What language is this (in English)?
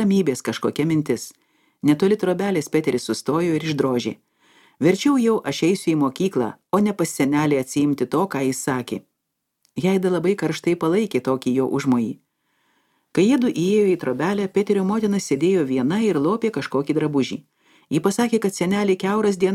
Lithuanian